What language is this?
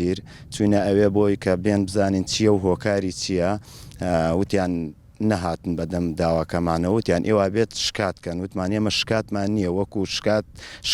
Central Kurdish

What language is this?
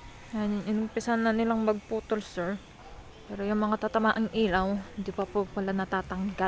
Filipino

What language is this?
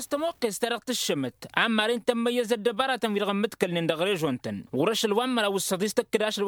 Tamasheq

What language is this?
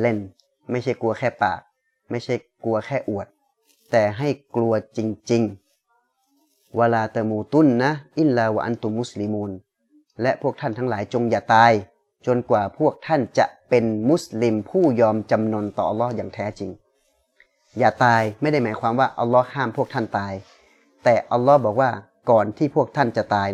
Thai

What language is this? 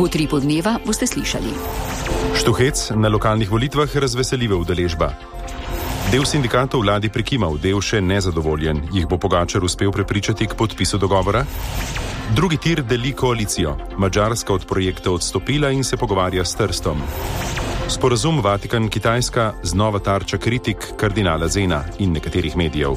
Slovenian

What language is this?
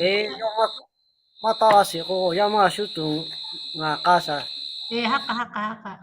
Lahu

